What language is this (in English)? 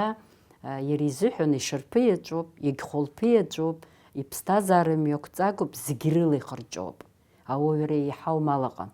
Abkhazian